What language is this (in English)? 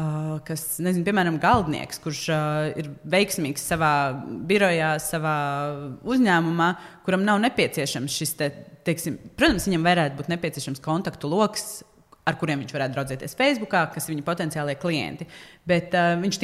Latvian